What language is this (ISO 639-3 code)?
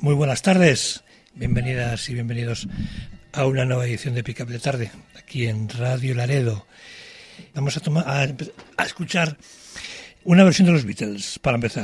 spa